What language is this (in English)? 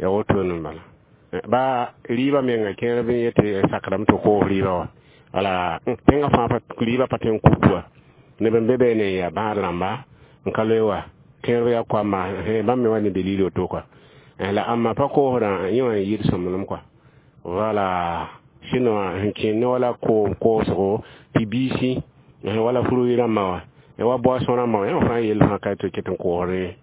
Mossi